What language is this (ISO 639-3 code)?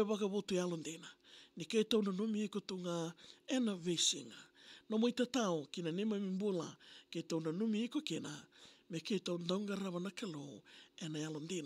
fij